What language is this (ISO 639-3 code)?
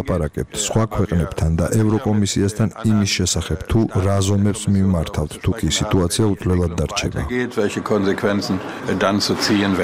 kat